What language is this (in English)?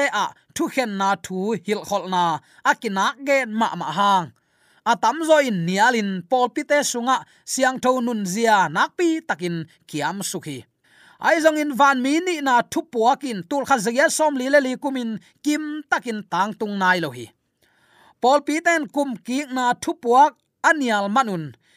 Tedim Chin